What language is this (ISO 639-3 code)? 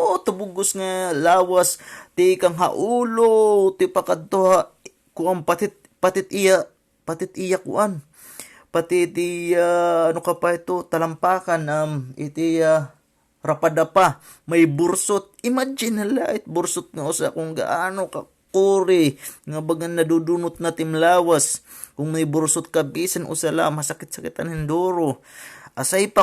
war